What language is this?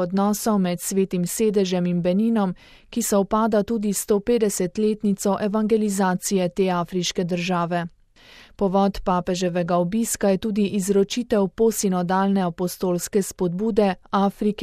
Slovenian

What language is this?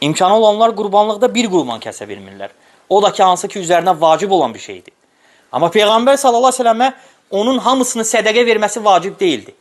Azerbaijani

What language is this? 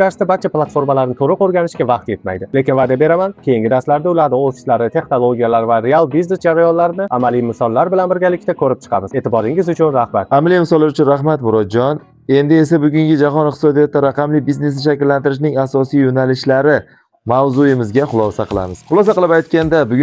Uzbek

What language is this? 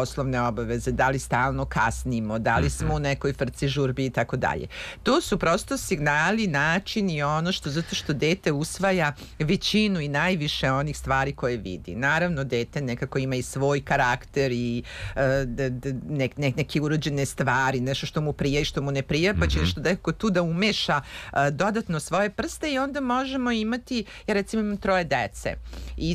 Serbian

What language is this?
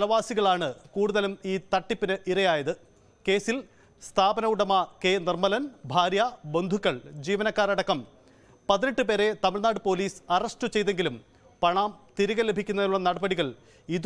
Malayalam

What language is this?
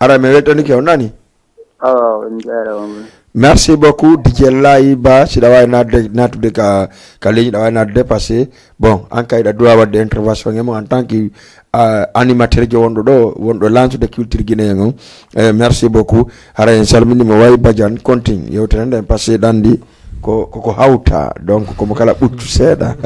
Fula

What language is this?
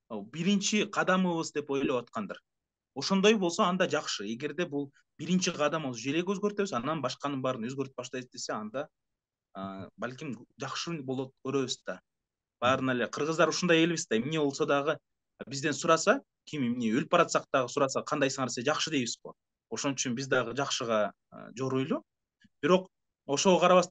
Kyrgyz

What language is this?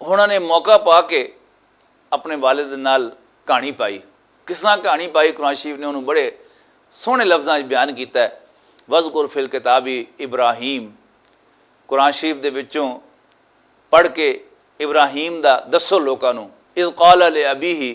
Western Panjabi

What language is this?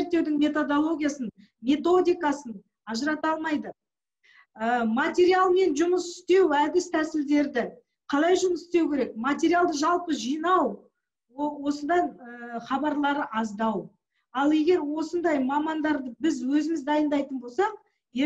Kazakh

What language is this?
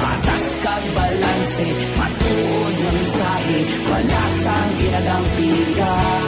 Hiligaynon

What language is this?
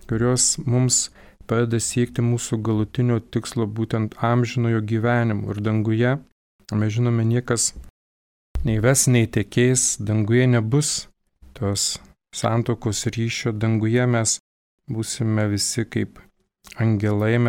Lithuanian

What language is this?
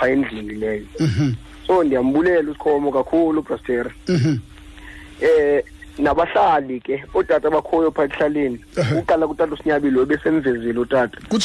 Xhosa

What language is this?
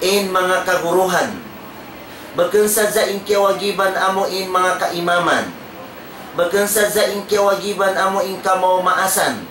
Tausug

